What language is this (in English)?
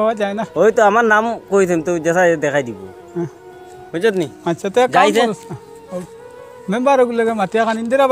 Sylheti